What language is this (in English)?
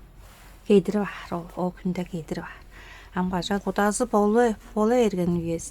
Tuvinian